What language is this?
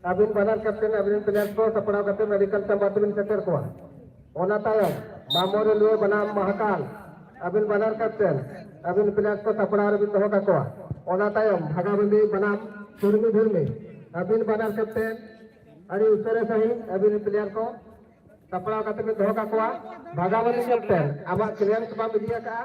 Santali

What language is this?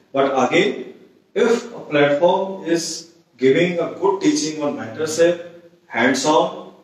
Hindi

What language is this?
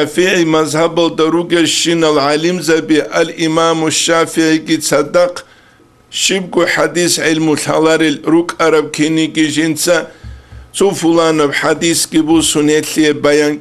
Avaric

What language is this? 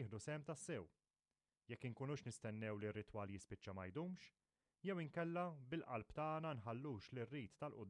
Maltese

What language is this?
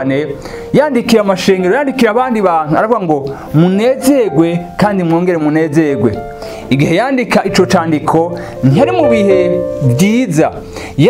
Rundi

